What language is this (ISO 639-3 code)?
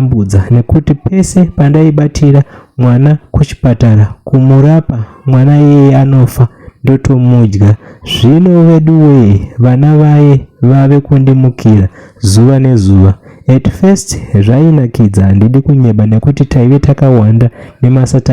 sna